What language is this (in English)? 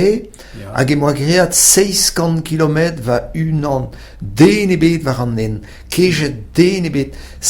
Breton